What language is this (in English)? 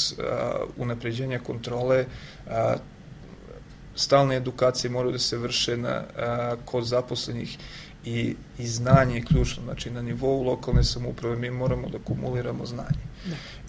Serbian